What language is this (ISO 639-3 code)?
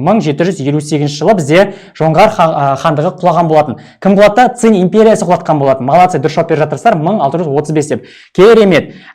kaz